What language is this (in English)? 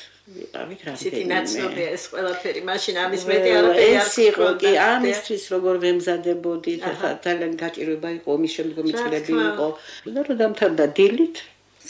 Georgian